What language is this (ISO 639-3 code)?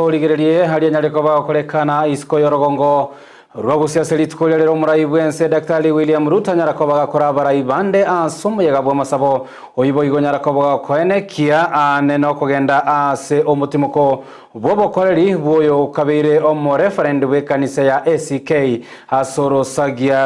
guz